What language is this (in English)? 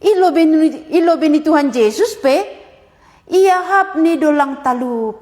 Batak Simalungun